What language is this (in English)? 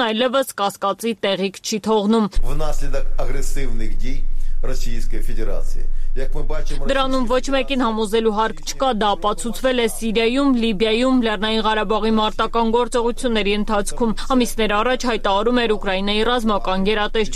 Armenian